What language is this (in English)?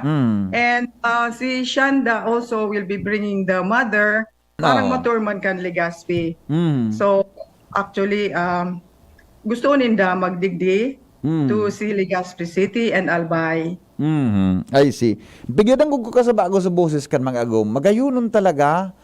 Bikol